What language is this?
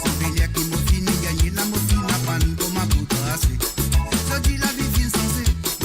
Morisyen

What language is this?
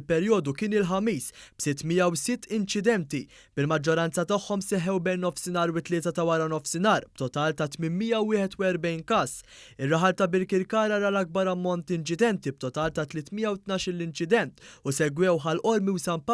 Maltese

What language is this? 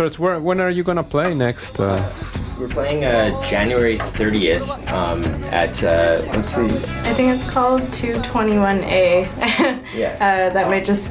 English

